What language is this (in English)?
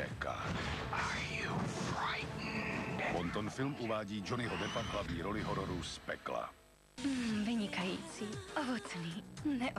Czech